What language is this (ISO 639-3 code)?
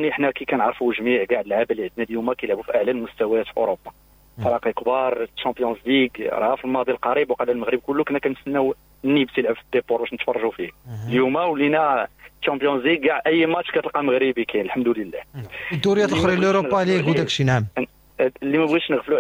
ary